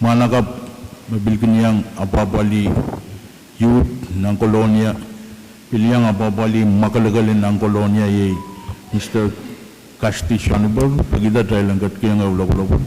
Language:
Pohnpeian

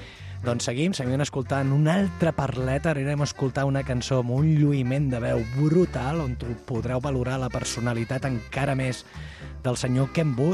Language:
Catalan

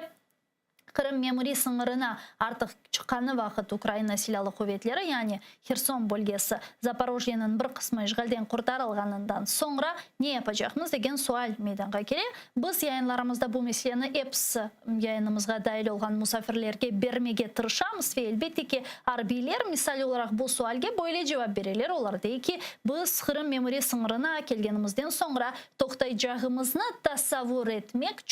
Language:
Crimean Tatar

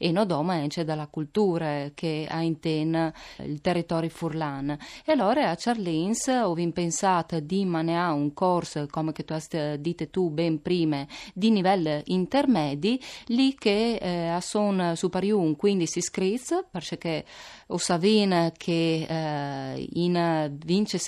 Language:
Friulian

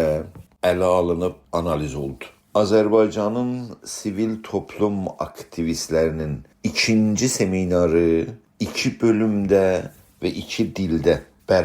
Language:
South Azerbaijani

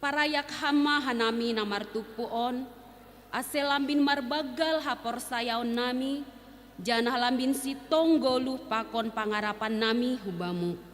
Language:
Batak Simalungun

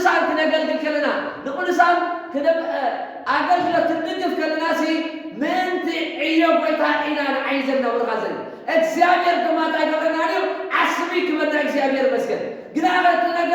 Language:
Tigrinya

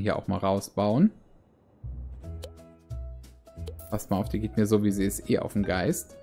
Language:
German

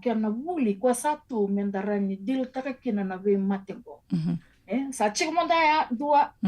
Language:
Fijian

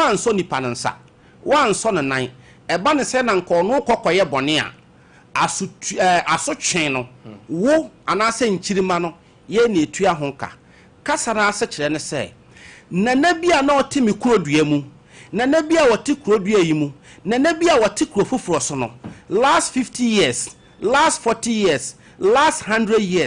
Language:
Akan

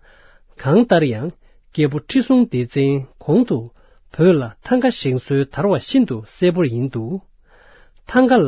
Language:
Tibetan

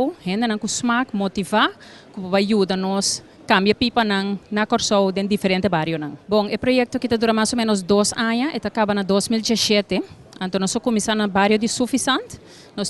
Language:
Papiamento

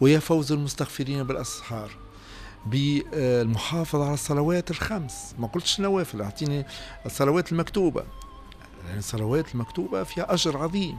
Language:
Tunisian Arabic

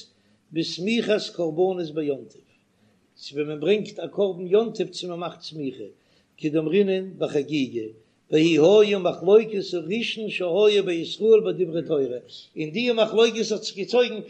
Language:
Yiddish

